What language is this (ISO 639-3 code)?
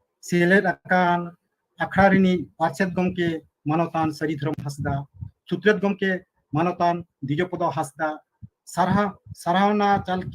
sat